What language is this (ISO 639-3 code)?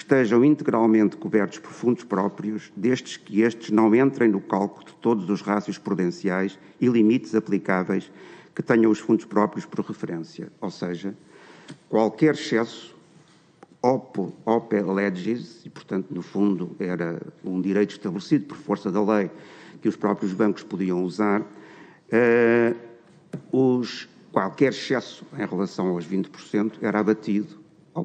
por